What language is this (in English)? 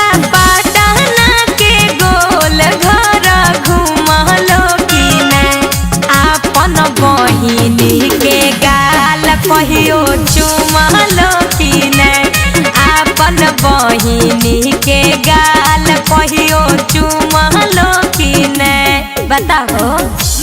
Magahi